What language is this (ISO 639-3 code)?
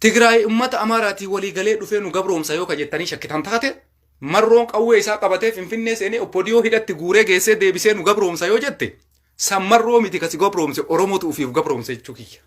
orm